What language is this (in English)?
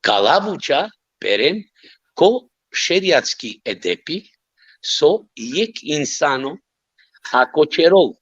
Balkan Romani